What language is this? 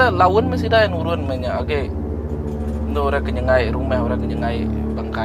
Iban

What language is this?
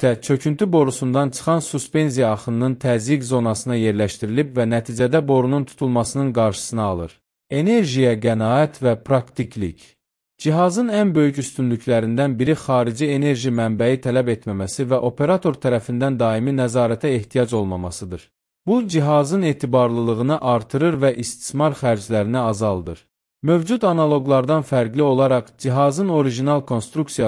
Azerbaijani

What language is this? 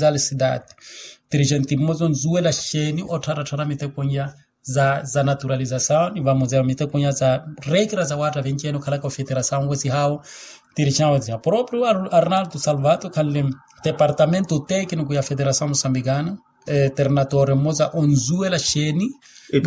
Makhuwa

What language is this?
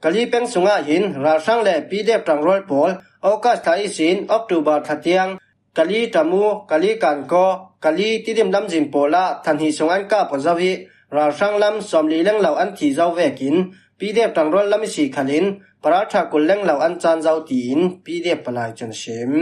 Falam Chin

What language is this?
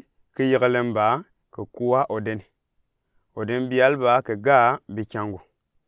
Gourmanchéma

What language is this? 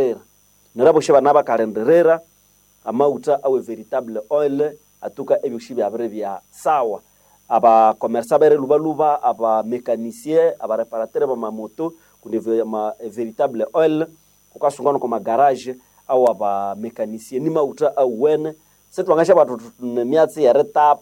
Nande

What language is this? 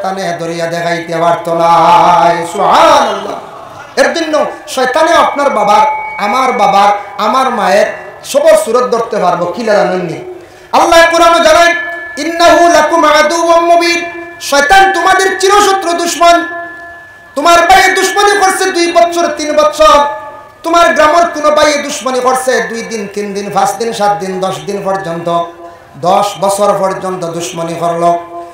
Sylheti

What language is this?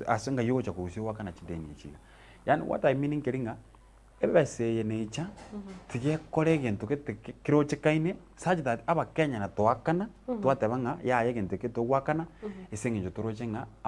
Gusii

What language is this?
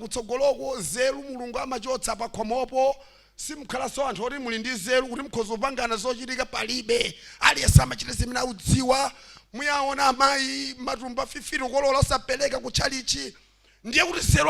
Nyanja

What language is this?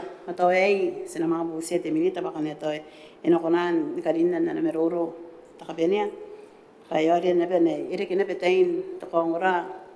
Gilbertese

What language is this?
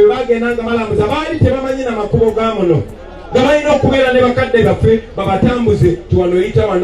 Ganda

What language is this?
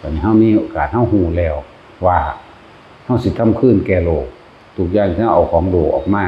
Northeastern Thai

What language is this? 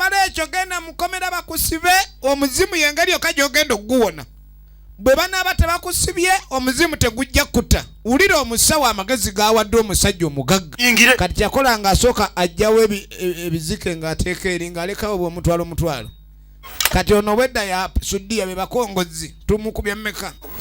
Ganda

